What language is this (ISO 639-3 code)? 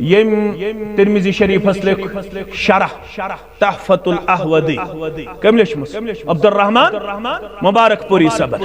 kas